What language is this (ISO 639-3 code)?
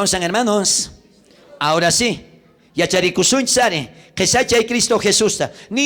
quh